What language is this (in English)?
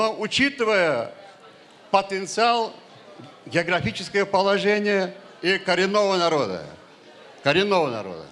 Crimean Tatar